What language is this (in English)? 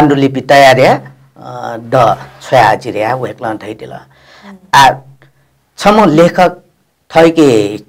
Newari